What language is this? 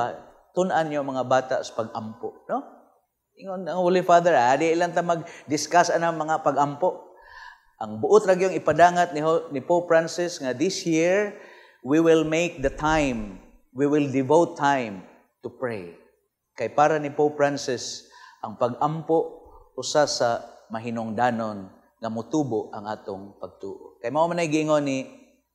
Cebuano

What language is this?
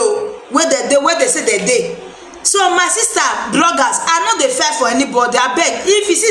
Nigerian Pidgin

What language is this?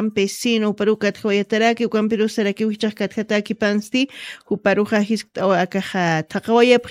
Aymara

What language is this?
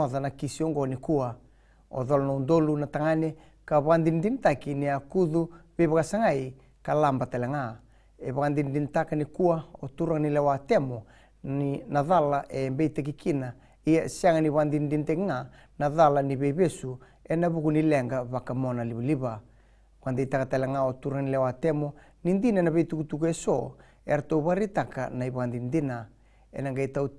Fijian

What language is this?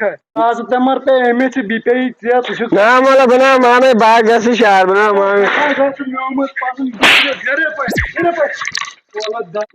Kashmiri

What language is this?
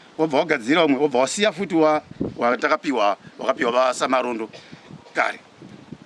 Shona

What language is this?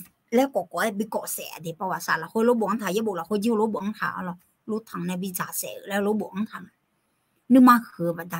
Akha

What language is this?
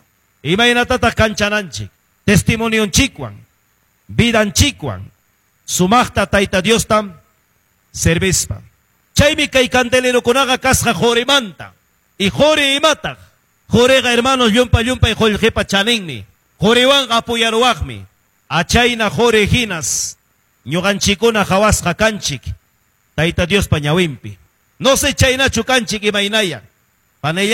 Ayacucho Quechua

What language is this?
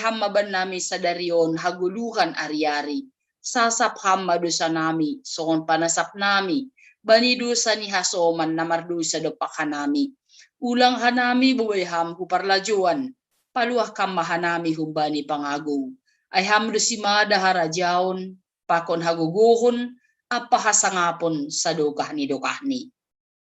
Batak Simalungun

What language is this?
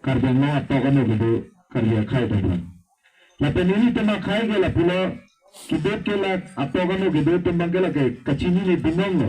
Karbi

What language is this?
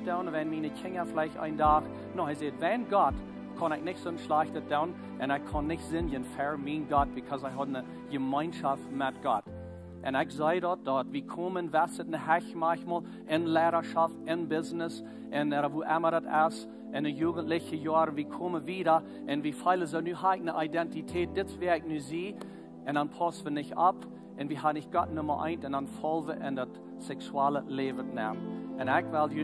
Plautdietsch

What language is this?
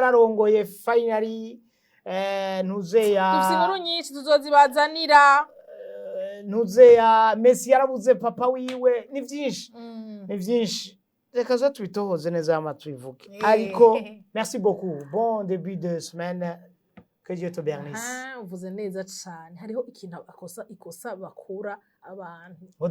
Rundi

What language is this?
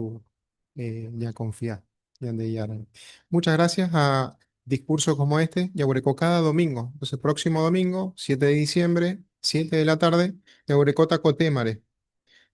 Guarani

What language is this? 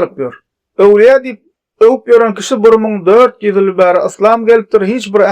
Turkmen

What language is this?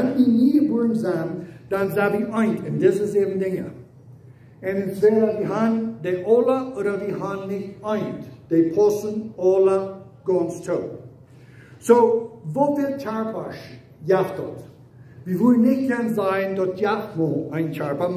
Plautdietsch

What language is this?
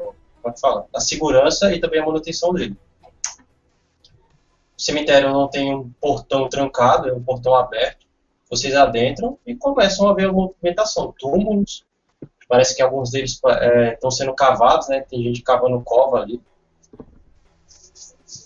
Portuguese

